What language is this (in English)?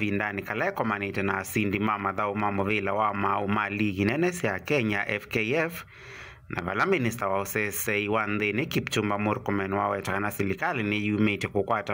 Kamba